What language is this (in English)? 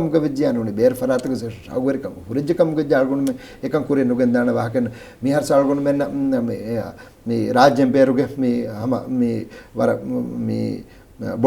Divehi